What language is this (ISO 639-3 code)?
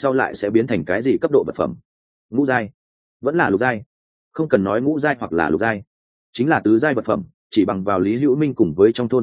vie